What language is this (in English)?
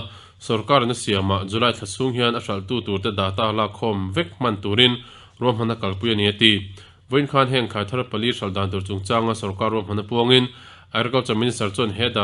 Mizo